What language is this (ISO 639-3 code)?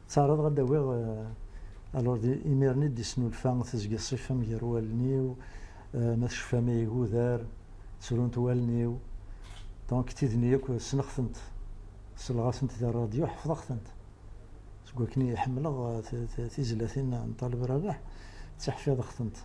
kab